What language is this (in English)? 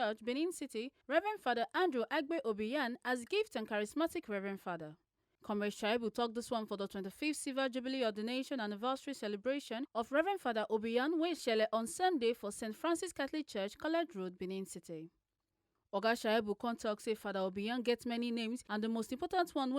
Nigerian Pidgin